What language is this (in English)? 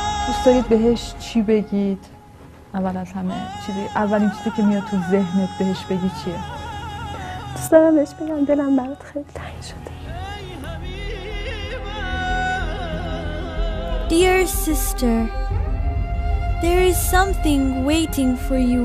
Persian